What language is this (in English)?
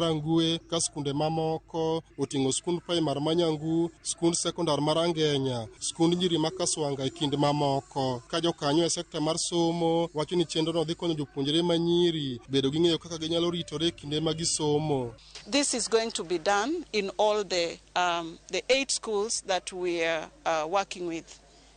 Luo (Kenya and Tanzania)